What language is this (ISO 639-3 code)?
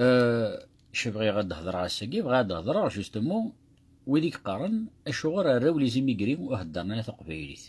kab